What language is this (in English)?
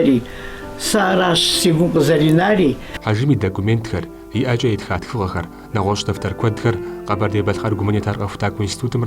Kabardian